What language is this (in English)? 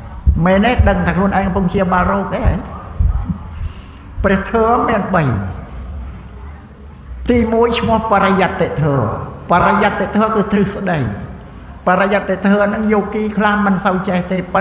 Khmer